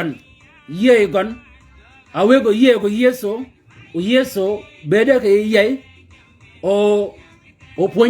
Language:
Shilluk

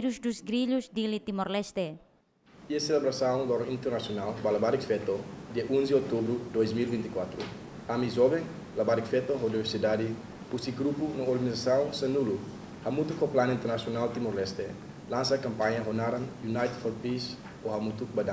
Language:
Tetum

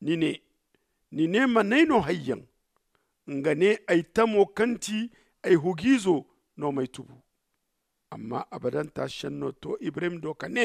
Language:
Zarma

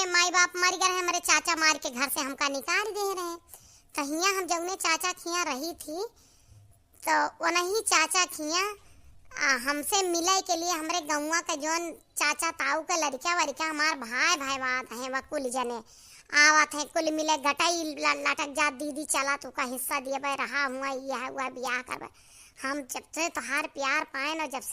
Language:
Awadhi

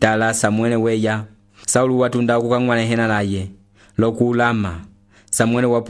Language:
Umbundu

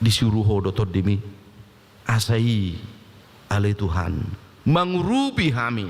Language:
Batak Toba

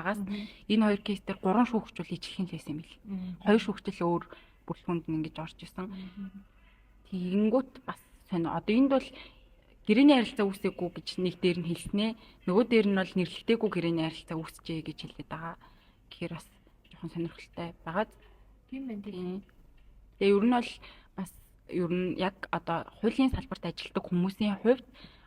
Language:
Mongolian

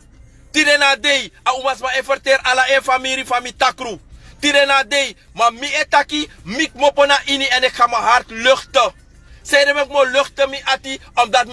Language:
Sranan Tongo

